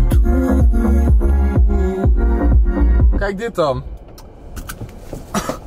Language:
Dutch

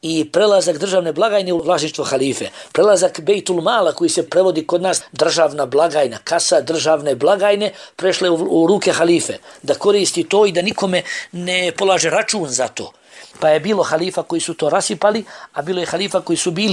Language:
Bosnian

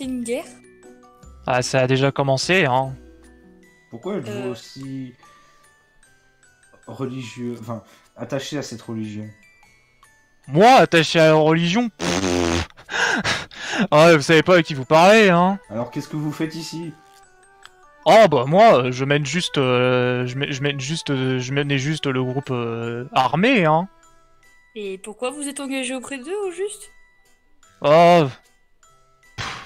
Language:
French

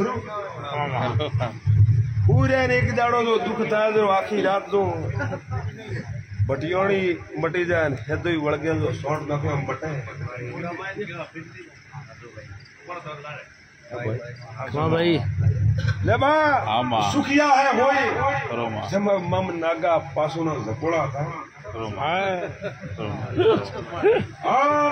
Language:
Gujarati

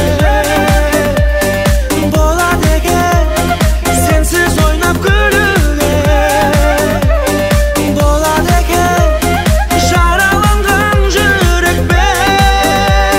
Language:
Kazakh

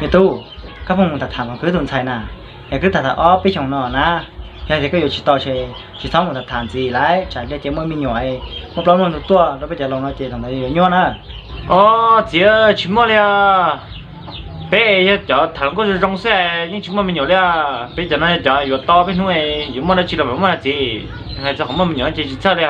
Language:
Hmong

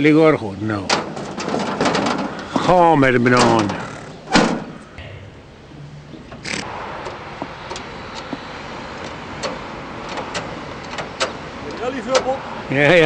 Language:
Dutch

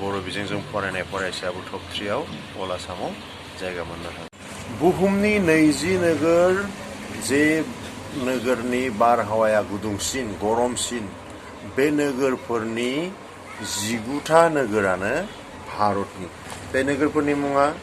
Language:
Bodo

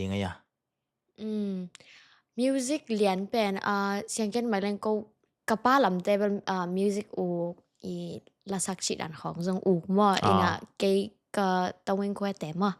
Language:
Tedim Chin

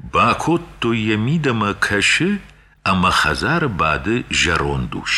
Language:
Ossetic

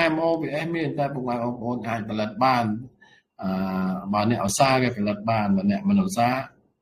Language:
Khmer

